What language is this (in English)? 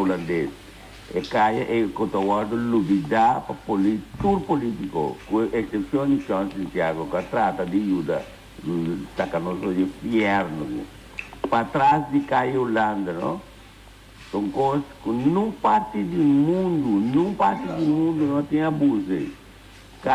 Papiamento